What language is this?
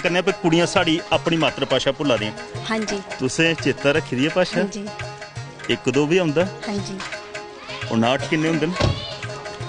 Dogri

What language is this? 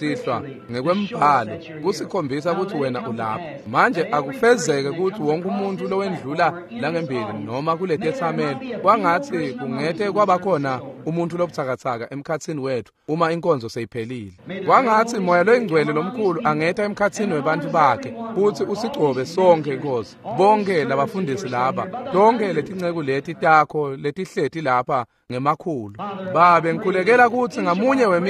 Swati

